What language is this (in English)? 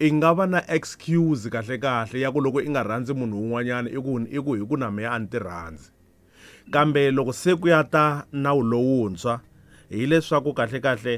Tsonga